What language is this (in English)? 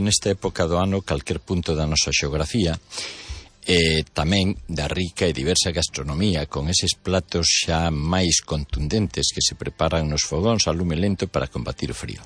Galician